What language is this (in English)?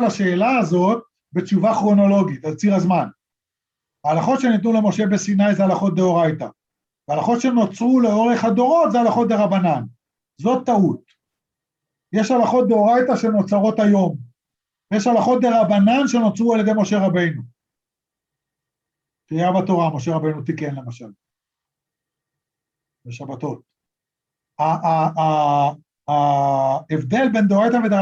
Hebrew